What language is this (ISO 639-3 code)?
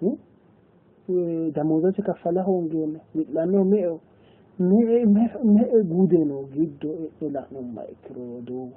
sid